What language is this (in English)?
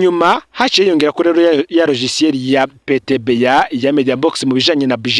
Rundi